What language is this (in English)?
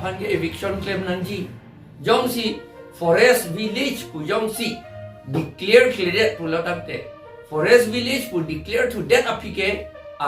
Karbi